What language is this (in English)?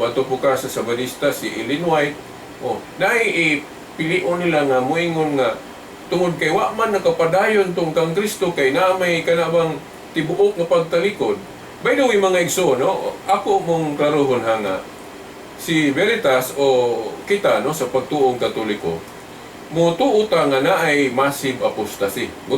Cebuano